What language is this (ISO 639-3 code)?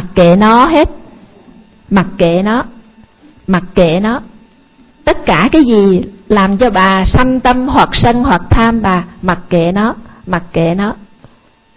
vie